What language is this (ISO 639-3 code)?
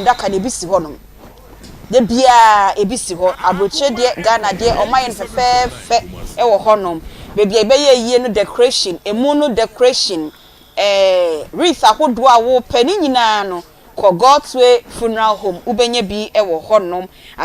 aka